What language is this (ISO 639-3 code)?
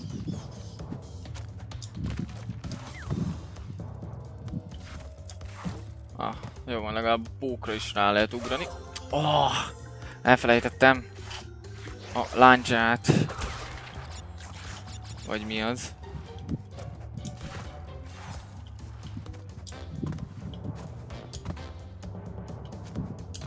hun